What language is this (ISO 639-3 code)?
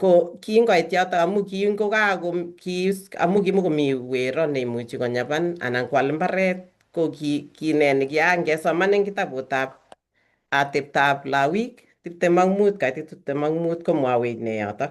kln